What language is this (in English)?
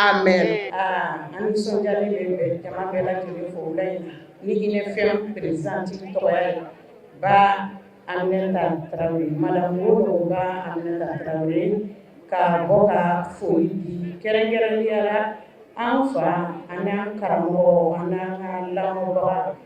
Bambara